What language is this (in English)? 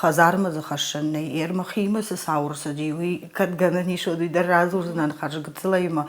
Ossetic